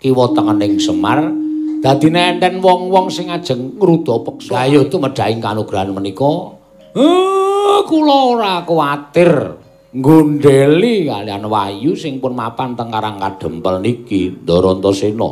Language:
Javanese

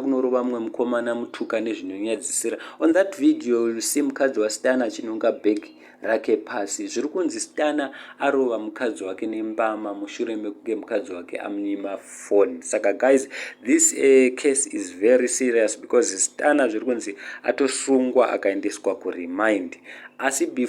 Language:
Shona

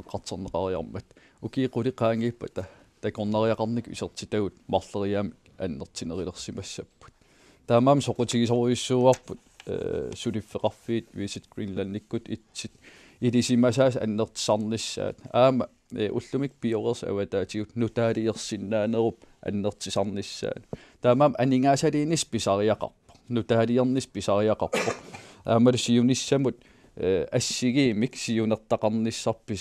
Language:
Kalaallisut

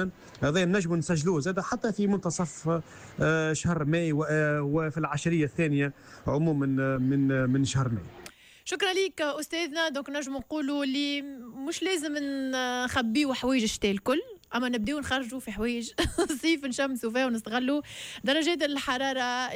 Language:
Tunisian Arabic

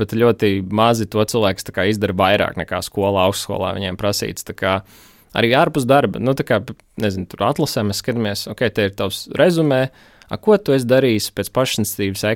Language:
Latvian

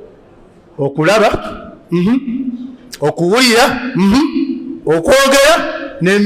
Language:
Ganda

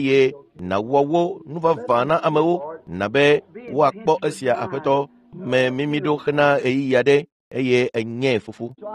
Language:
Ewe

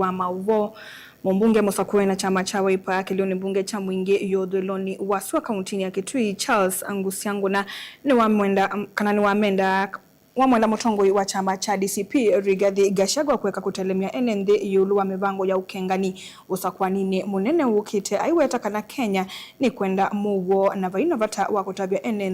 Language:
Kamba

